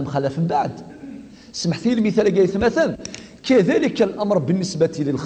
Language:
Kabyle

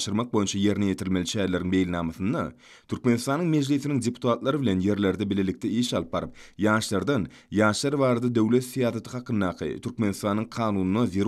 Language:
Turkmen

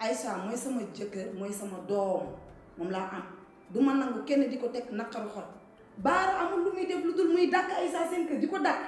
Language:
Wolof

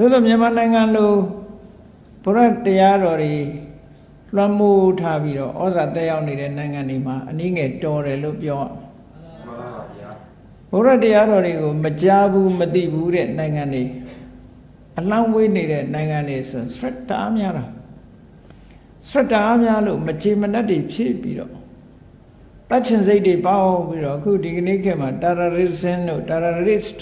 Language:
Burmese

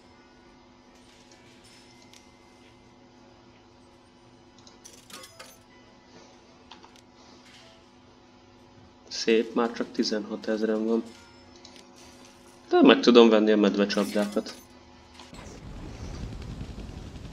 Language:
Hungarian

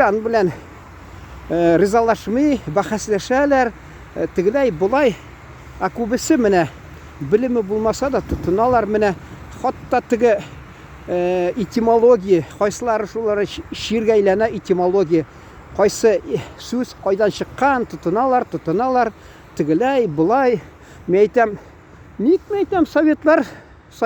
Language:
Tatar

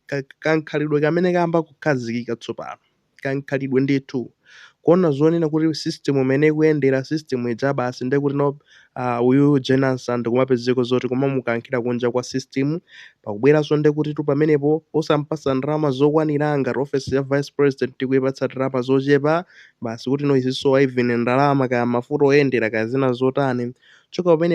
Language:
Nyanja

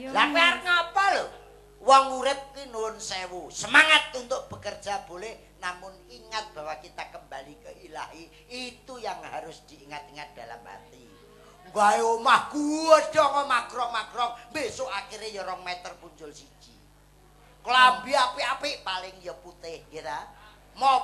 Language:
Javanese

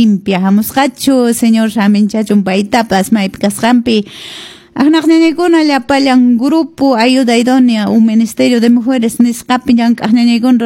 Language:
Quechua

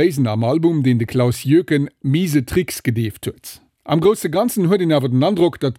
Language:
Luxembourgish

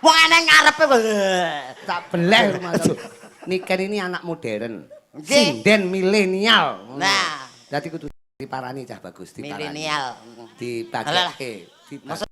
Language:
Javanese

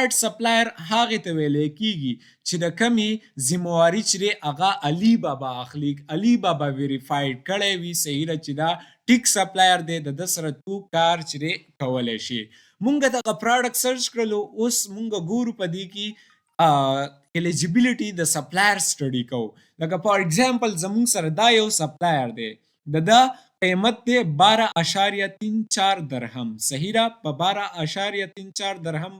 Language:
Pashto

